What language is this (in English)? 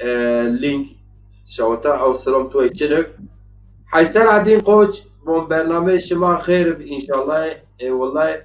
Zaza